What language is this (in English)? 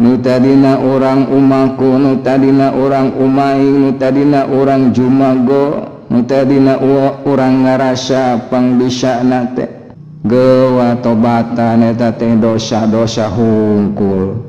Sundanese